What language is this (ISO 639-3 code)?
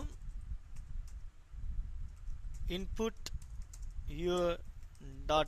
pan